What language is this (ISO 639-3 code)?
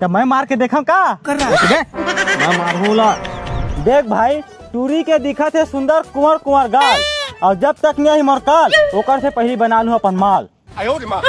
hne